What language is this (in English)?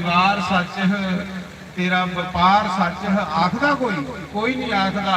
Dogri